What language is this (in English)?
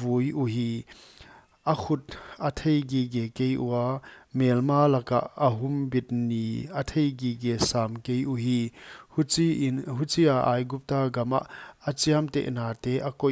Paite Chin